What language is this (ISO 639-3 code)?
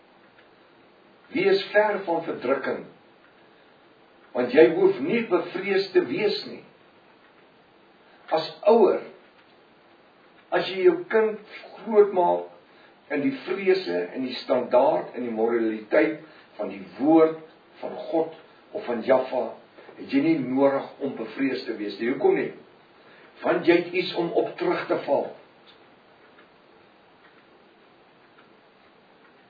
afr